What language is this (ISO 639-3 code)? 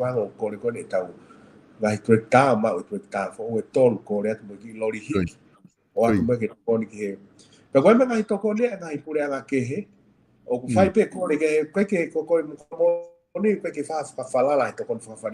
ton